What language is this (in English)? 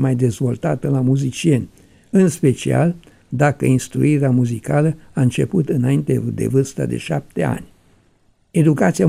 Romanian